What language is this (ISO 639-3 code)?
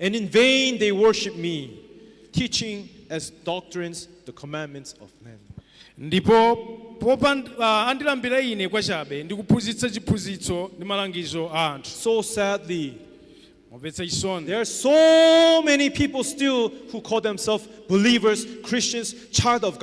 nya